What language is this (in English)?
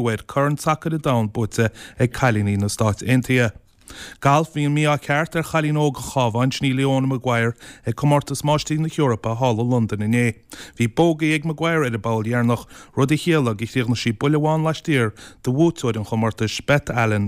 Irish